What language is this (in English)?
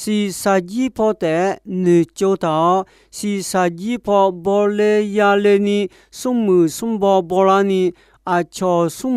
Akha